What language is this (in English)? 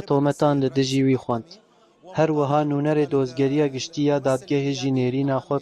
Kurdish